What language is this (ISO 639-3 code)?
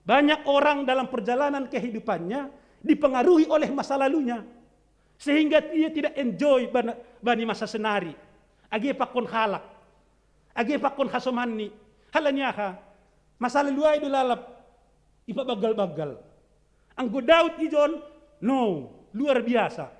bts